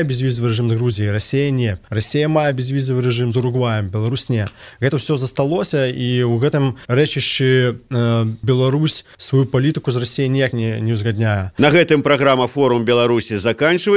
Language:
Belarusian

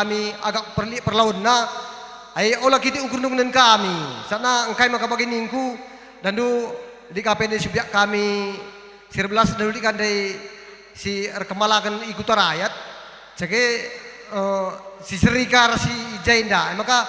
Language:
Batak Karo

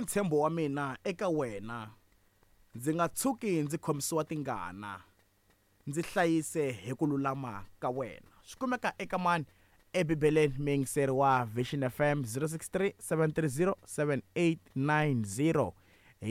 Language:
Tsonga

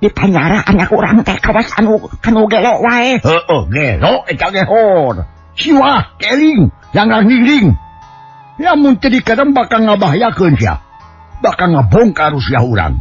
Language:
Sundanese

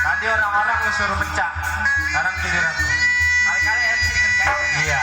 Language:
Betawi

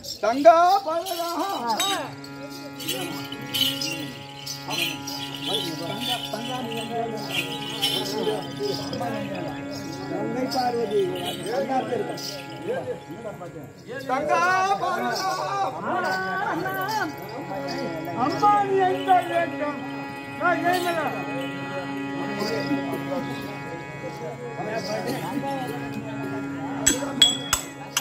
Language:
Tamil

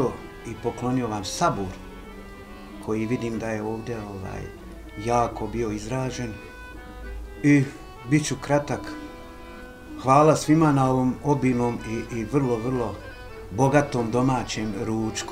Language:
Bosnian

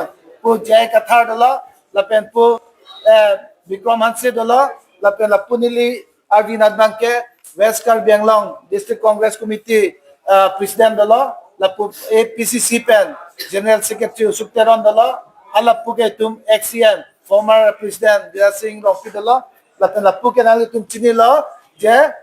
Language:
Karbi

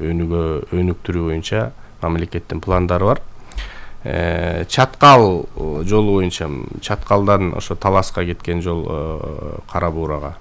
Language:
Kyrgyz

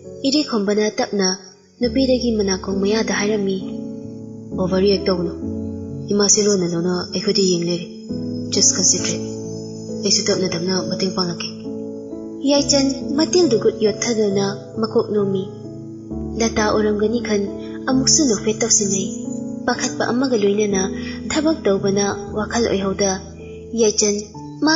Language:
Manipuri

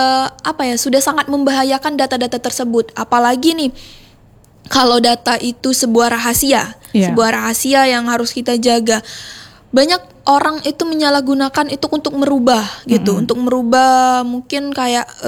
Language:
Indonesian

